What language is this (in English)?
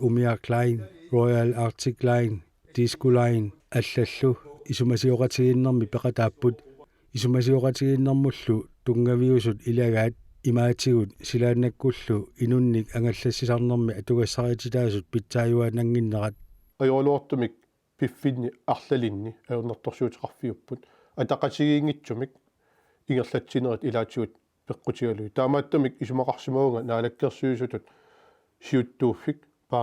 Kalaallisut